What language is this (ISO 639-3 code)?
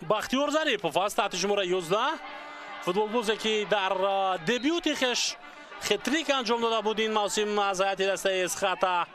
tgk